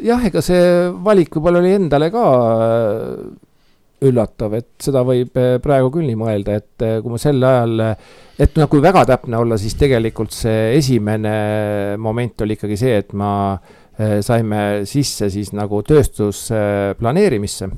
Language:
Estonian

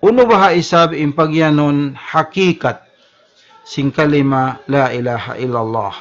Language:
Tausug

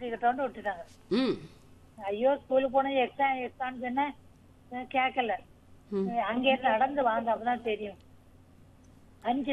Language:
Tamil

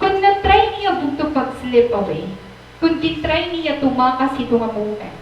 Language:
Waray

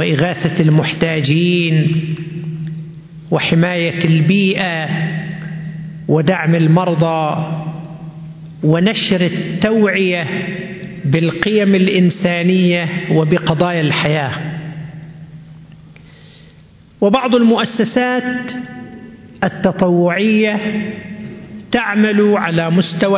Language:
Arabic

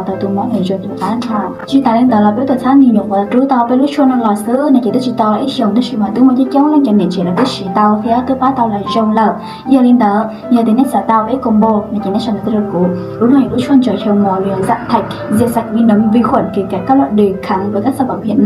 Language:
Hmong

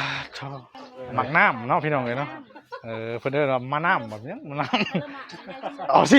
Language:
Northeastern Thai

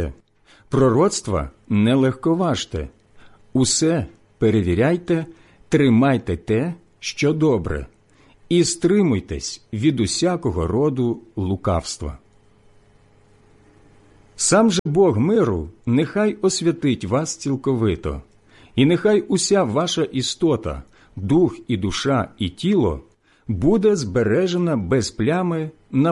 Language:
Ukrainian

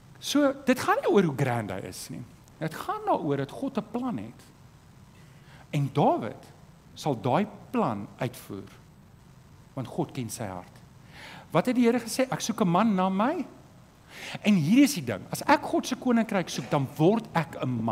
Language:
Afrikaans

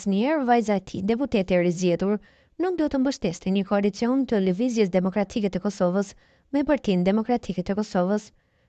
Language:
Albanian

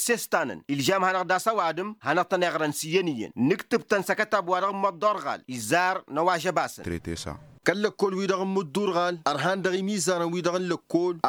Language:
Tamasheq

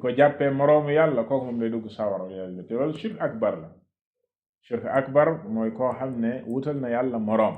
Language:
Wolof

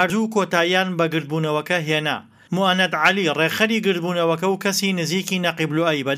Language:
Central Kurdish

